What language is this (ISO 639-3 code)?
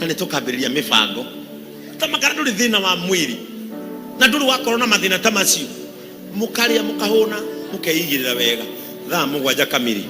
kik